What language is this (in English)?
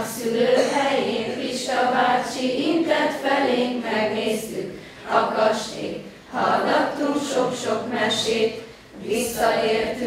Hungarian